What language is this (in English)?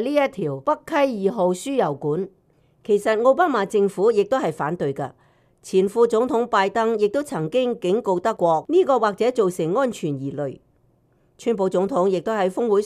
Cantonese